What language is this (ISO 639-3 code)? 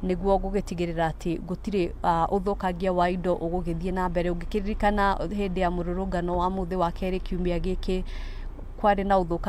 kik